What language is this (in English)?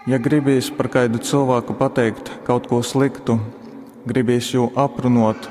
Latgalian